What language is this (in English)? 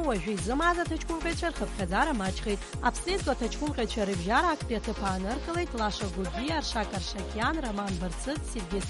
Abkhazian